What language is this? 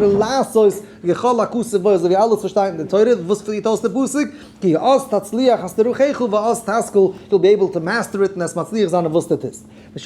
Yiddish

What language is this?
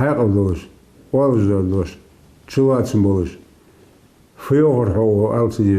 Ingush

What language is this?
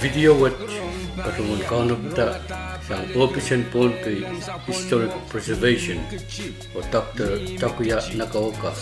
Pohnpeian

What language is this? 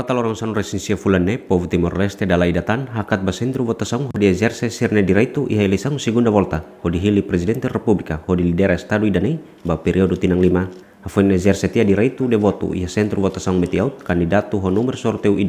Tetum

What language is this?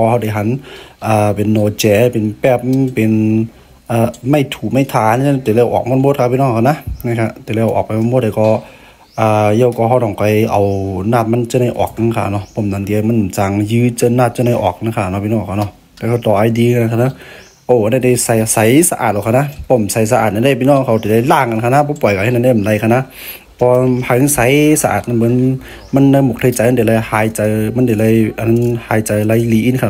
Shan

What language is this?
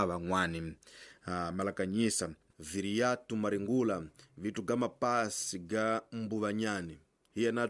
Tsonga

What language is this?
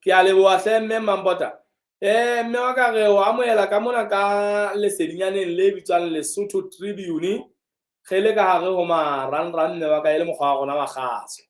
Southern Sotho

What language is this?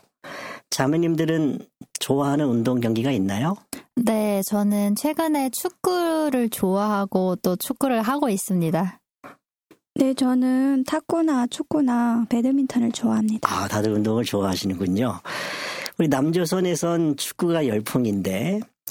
Korean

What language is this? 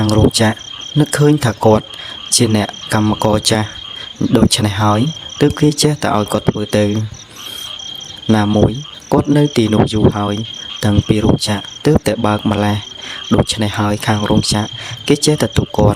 Khmer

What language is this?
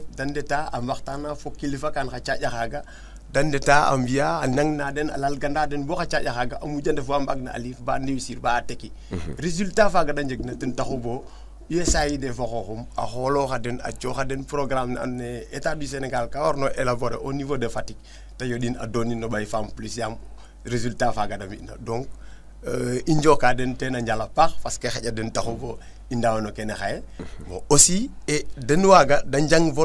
Serer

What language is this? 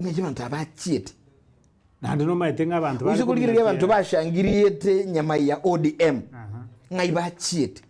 Gusii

